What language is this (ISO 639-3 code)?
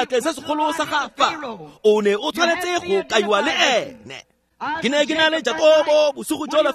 tsn